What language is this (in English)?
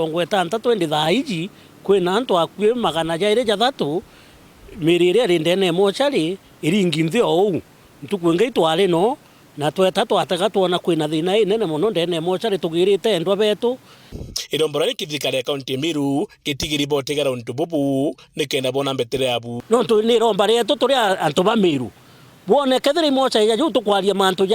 Meru